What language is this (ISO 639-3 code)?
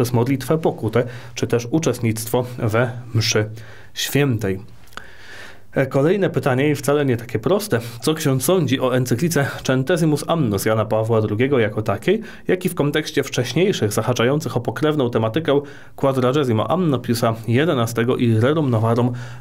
pol